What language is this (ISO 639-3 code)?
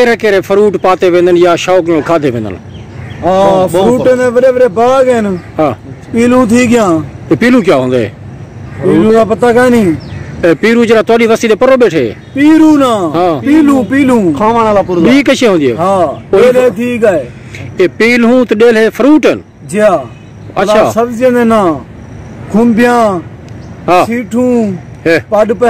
skr